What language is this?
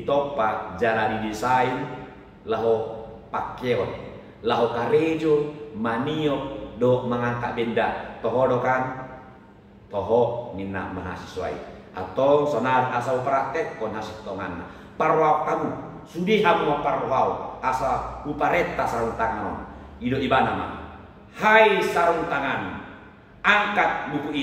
Batak Toba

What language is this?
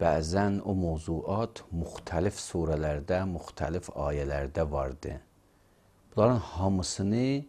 Azerbaijani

